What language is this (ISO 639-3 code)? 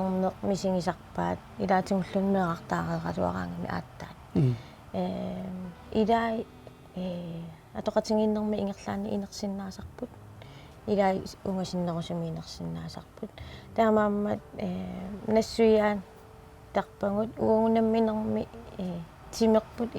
kal